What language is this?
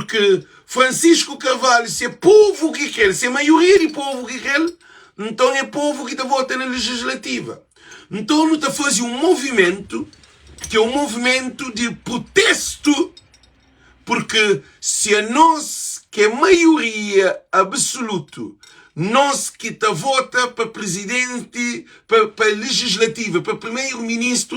Kabuverdianu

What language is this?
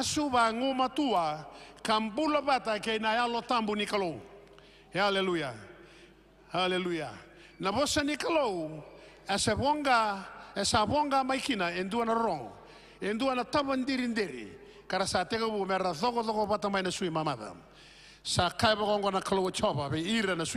Fijian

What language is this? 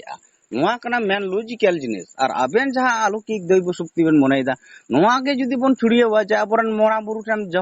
Santali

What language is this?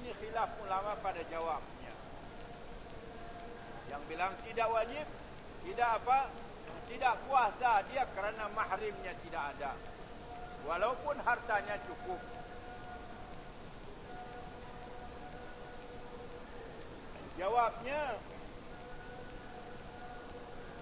Malay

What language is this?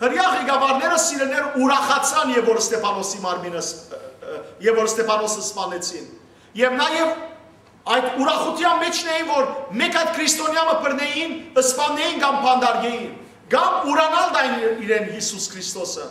Western Armenian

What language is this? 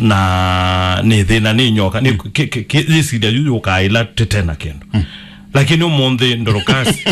Kamba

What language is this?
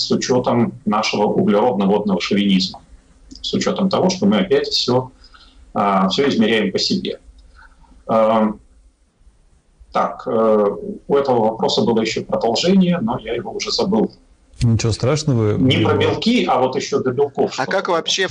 Russian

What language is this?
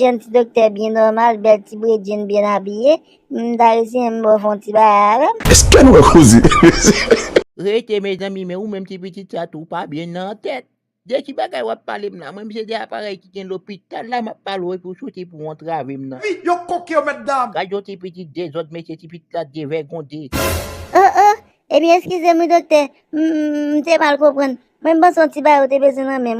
Haitian Creole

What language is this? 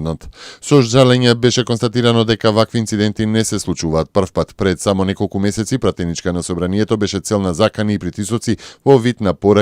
Macedonian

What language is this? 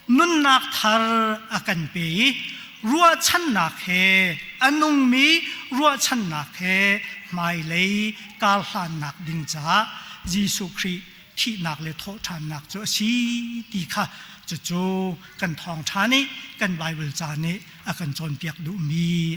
Hakha Chin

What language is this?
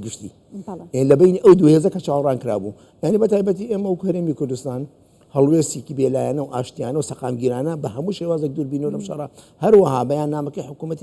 Central Kurdish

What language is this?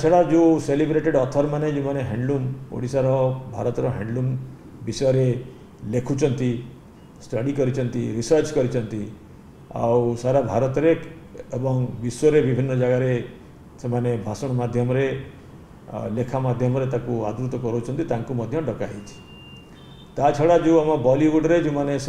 Odia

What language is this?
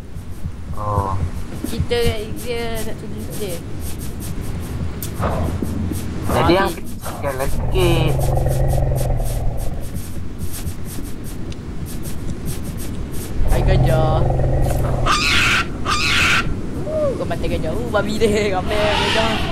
Malay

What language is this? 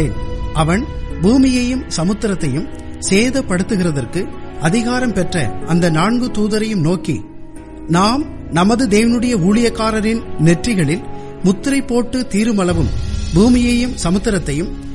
Tamil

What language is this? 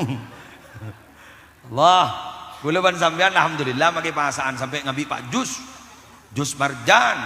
Madurese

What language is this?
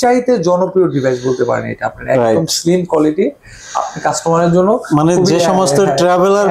Bangla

